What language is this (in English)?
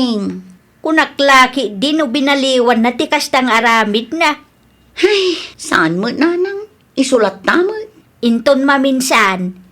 Iloko